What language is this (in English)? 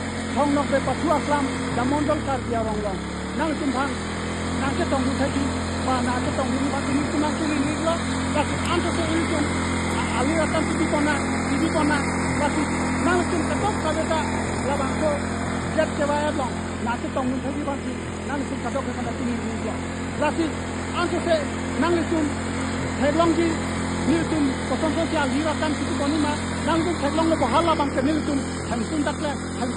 Karbi